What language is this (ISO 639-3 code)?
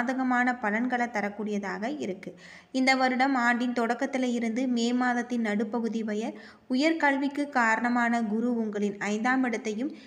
tam